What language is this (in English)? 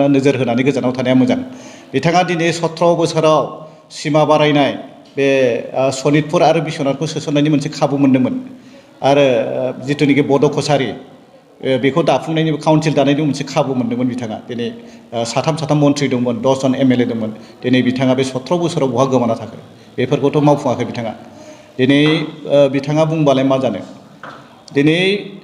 Bodo